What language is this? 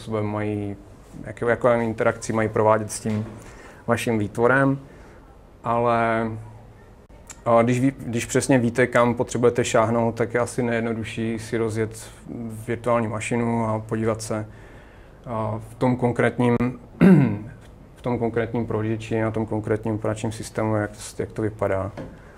Czech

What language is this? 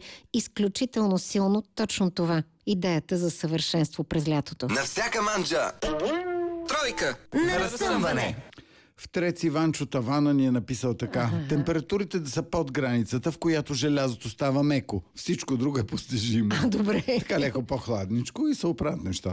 Bulgarian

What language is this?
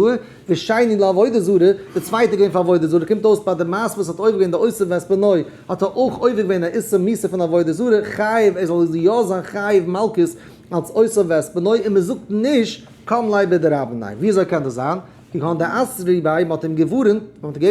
Yiddish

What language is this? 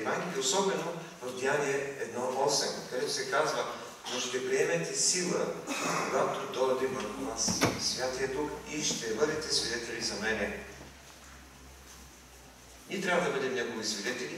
Bulgarian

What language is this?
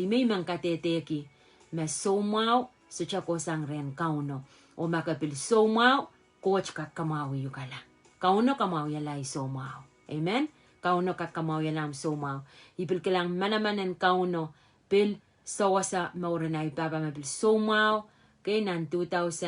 Pohnpeian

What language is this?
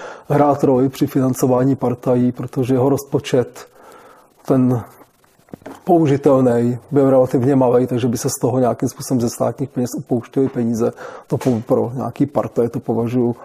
Czech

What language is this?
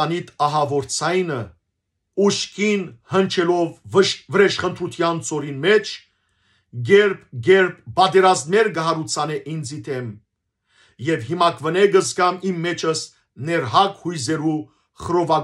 Western Armenian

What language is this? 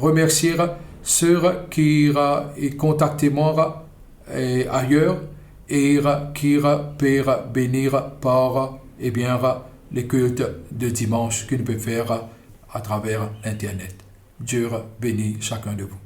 Morisyen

